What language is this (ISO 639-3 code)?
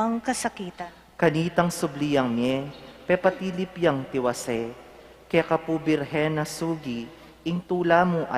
pam